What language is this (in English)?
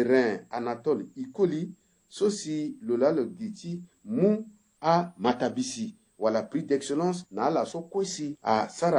Sango